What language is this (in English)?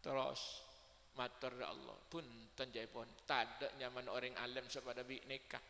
Madurese